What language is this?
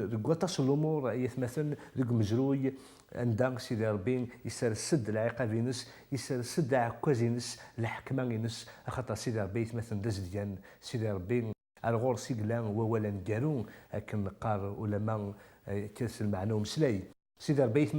Kabyle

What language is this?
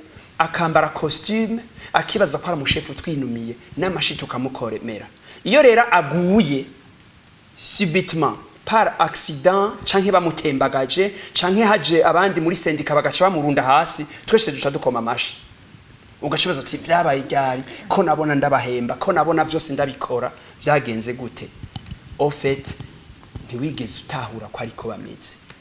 Rundi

